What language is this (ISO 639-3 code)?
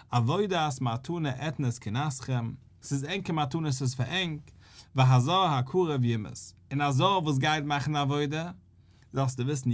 yid